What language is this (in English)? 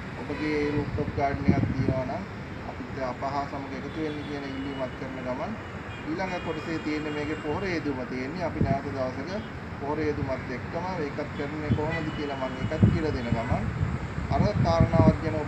Sinhala